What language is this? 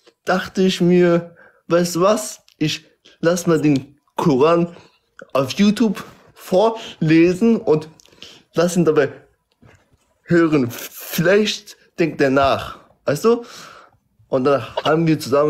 German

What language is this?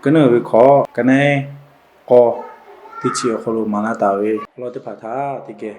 Lahu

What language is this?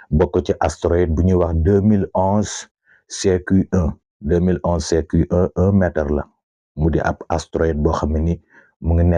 Wolof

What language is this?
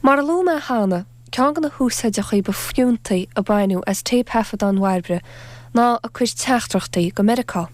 Irish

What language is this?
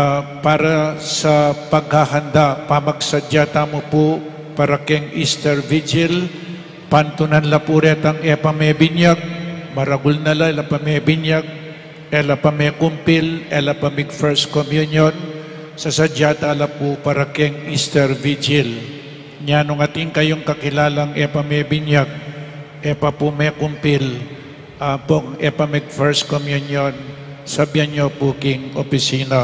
Pampanga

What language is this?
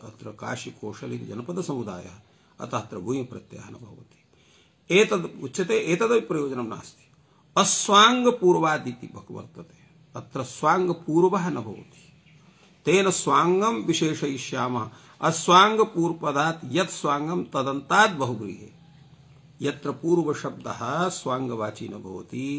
Sanskrit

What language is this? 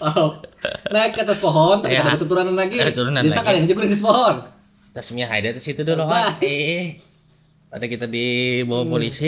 Banjar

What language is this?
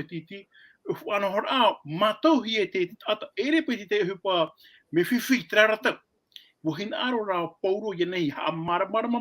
Tahitian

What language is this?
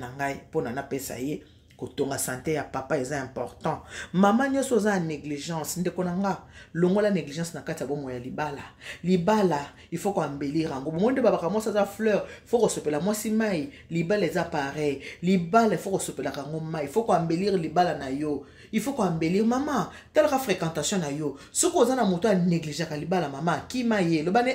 Lingala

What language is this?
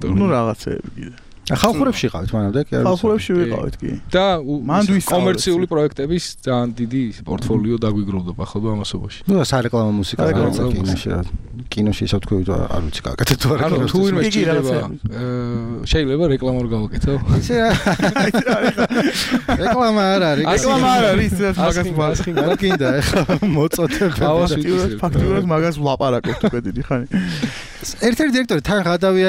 Georgian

